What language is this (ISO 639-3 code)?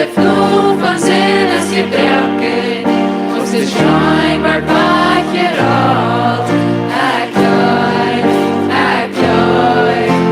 pdt